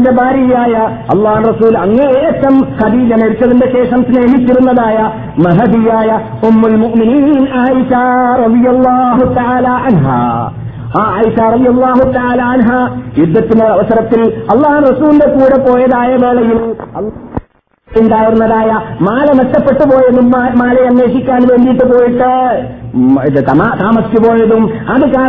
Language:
Malayalam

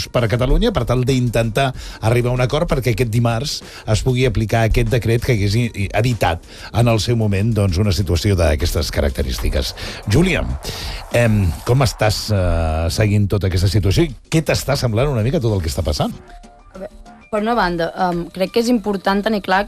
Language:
Catalan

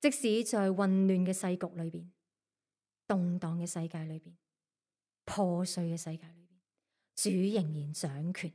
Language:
Cantonese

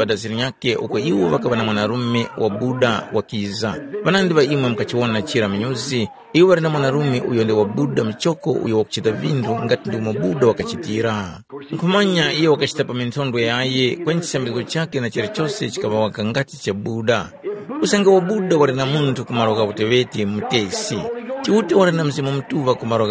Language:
Tumbuka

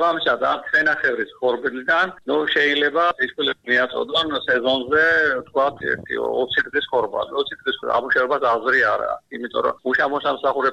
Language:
Georgian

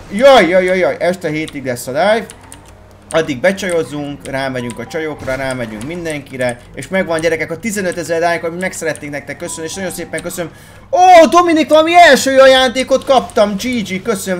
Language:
Hungarian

